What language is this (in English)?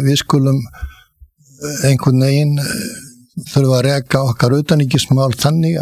Icelandic